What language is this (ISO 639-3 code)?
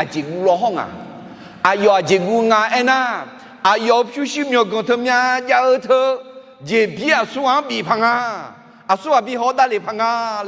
ahk